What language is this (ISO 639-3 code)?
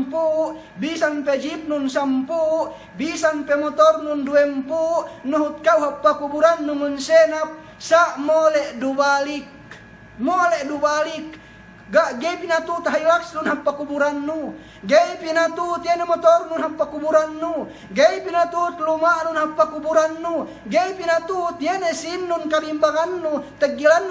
yka